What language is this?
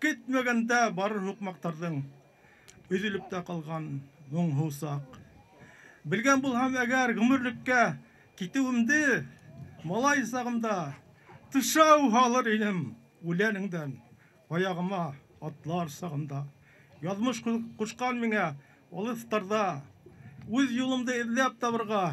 Bashkir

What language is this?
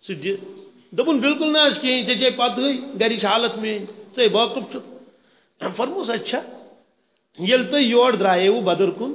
Kashmiri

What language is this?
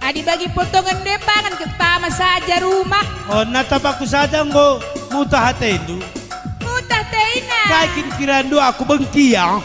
Batak Karo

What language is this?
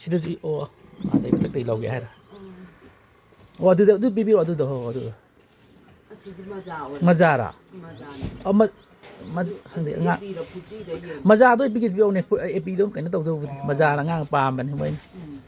Manipuri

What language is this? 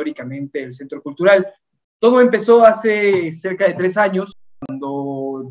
Spanish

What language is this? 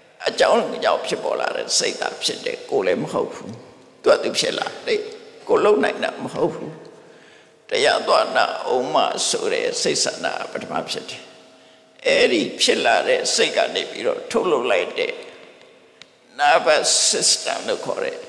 Burmese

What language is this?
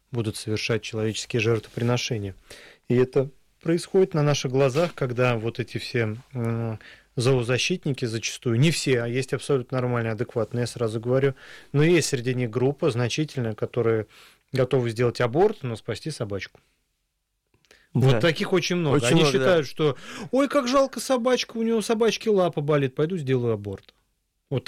Russian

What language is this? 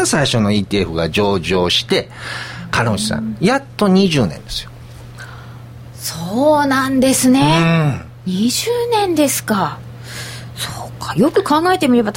Japanese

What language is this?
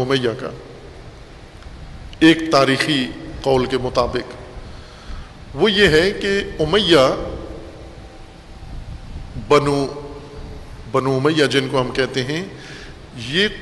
Urdu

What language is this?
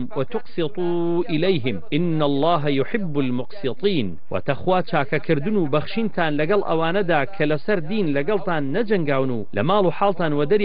Central Kurdish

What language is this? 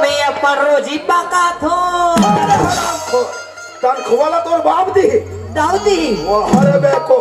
Chhattisgarhi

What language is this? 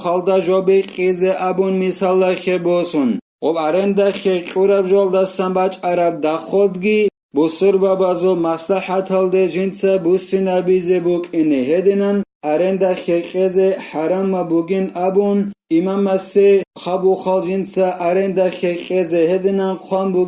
Avaric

